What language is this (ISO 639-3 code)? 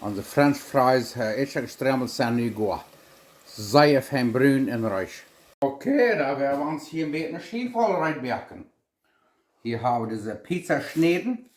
pdt